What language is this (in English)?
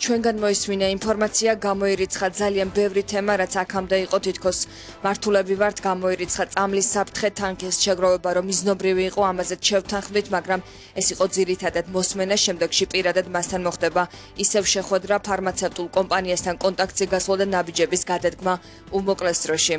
Georgian